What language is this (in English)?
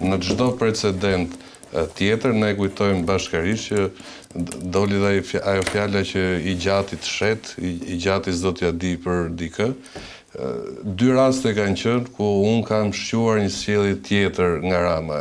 Albanian